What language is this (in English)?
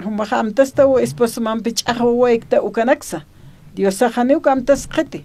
Aymara